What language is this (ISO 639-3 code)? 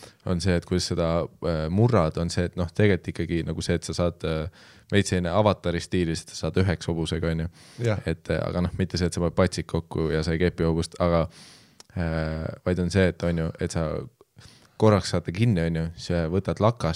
est